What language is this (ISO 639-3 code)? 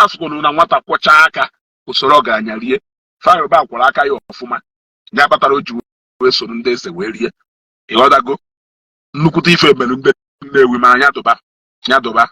ibo